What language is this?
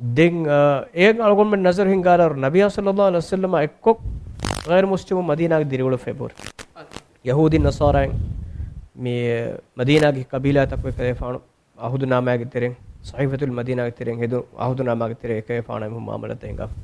Divehi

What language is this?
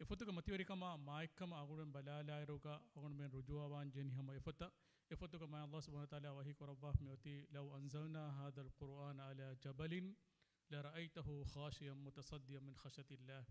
Divehi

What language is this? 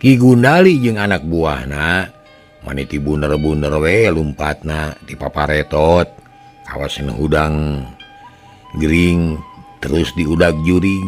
Sundanese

